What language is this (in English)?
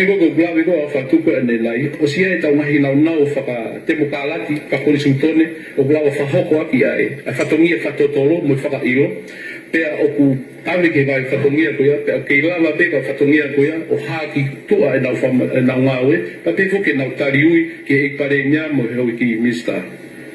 Tongan